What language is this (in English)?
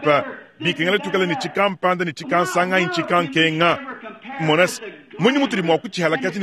Luba-Lulua